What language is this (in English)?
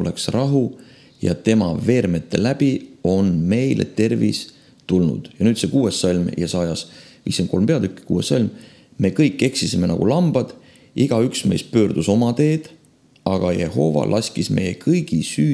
Estonian